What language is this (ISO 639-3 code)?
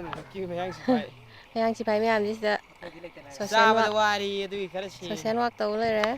mni